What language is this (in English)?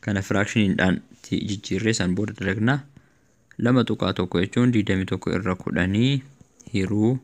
Oromo